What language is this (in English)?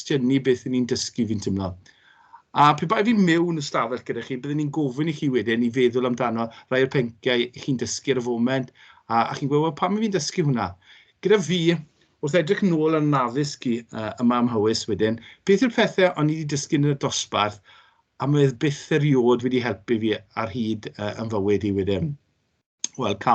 Welsh